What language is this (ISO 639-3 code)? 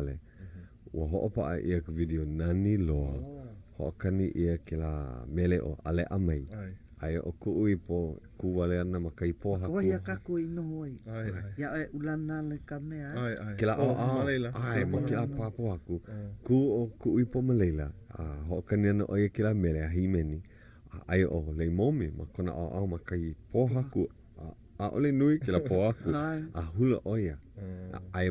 haw